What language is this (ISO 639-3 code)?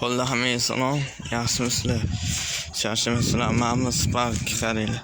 uzb